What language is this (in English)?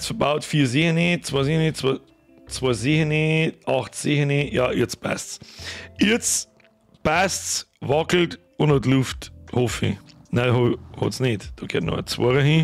Bavarian